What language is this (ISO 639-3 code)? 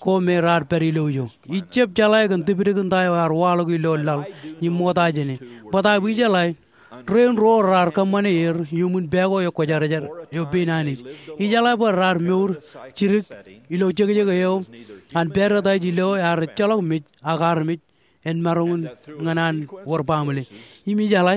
mah